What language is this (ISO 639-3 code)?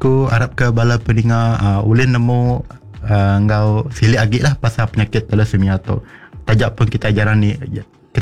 iba